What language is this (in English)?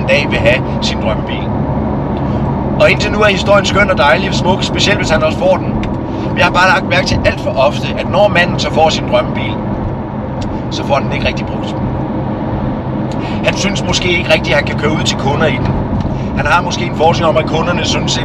Danish